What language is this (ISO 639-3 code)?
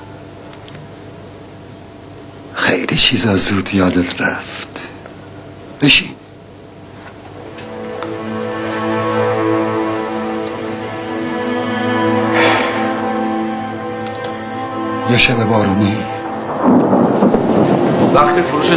fas